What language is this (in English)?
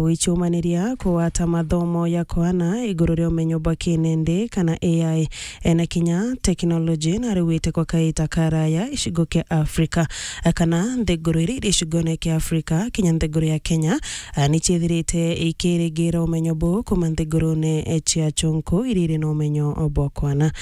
Meru